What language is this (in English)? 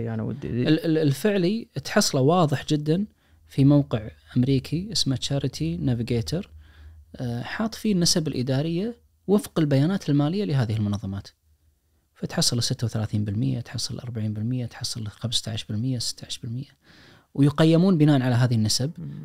Najdi Arabic